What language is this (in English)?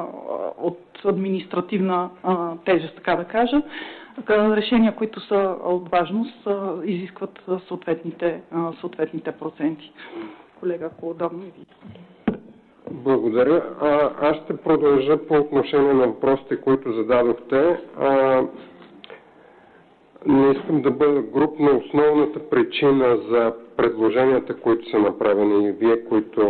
Bulgarian